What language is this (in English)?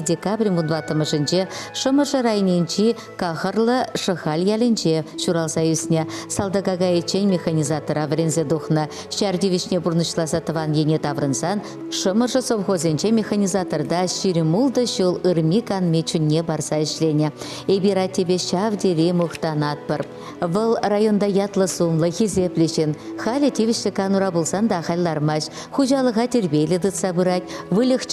Chuvash